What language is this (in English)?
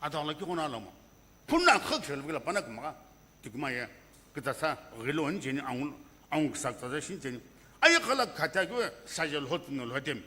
Sumi Naga